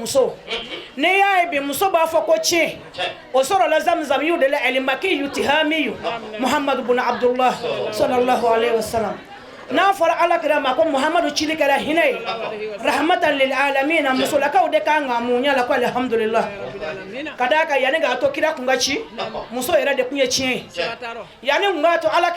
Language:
Bambara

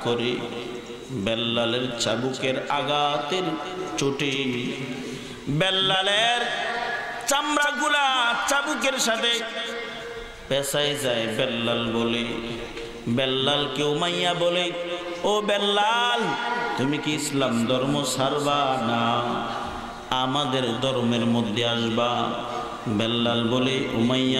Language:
Bangla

